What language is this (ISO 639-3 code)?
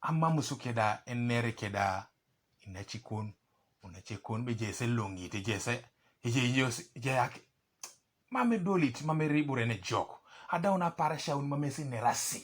teo